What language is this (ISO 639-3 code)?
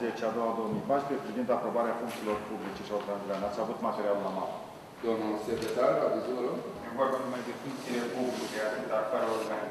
ron